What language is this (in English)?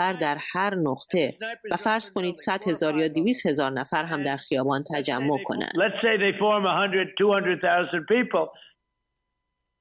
Persian